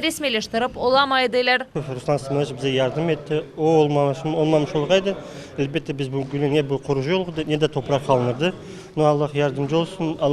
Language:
Crimean Tatar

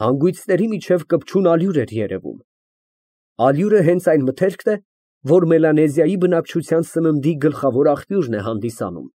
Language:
Armenian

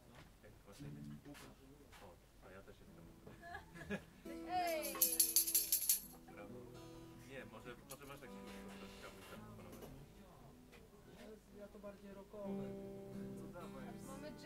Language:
Polish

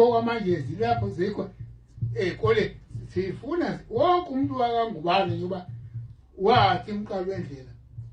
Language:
Zulu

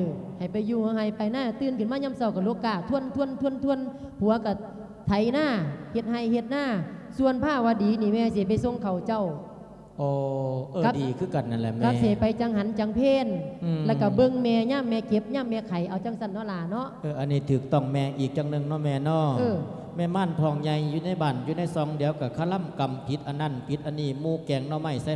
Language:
Lao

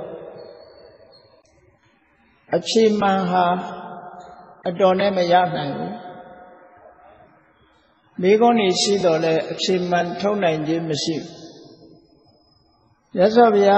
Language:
Burmese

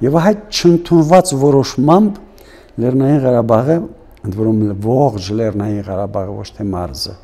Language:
Armenian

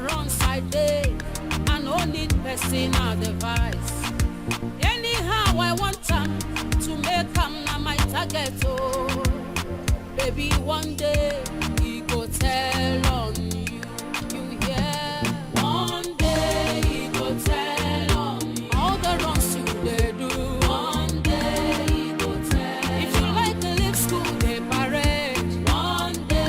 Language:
Nigerian Pidgin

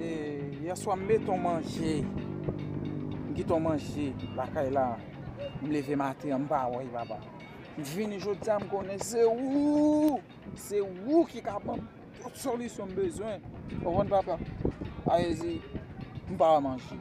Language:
Haitian Creole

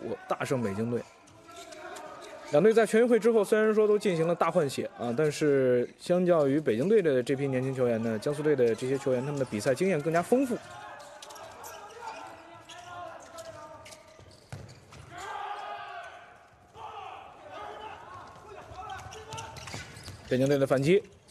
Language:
Chinese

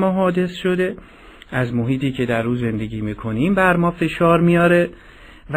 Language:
Persian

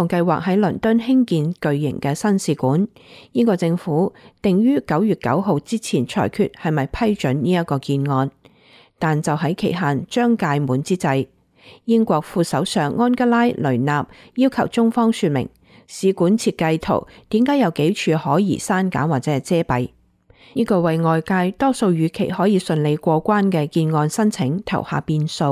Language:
Cantonese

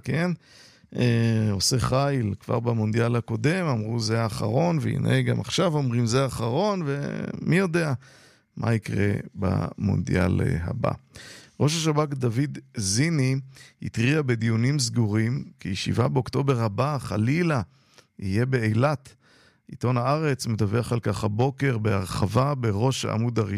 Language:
Hebrew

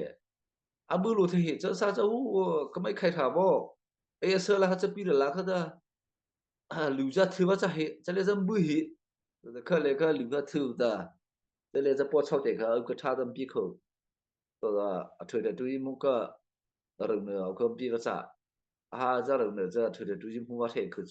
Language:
Mara Chin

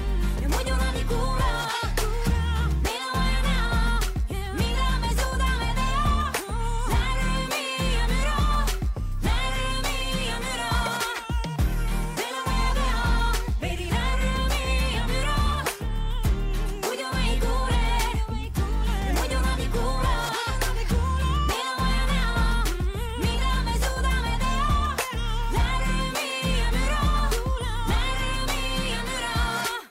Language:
Estonian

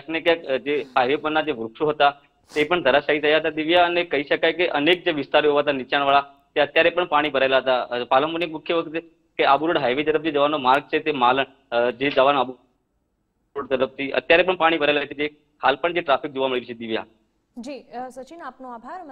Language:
Gujarati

